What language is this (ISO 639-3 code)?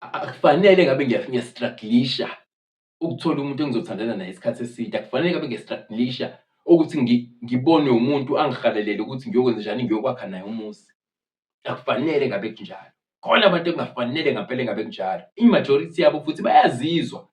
zul